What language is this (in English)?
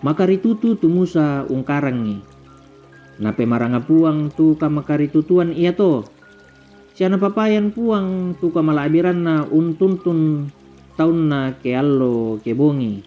Toraja-Sa'dan